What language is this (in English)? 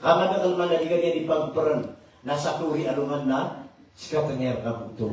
Maranao